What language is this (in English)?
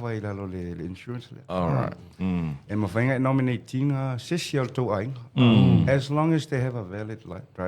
Samoan